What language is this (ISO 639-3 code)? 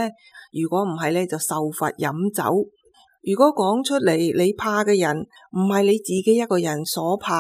yue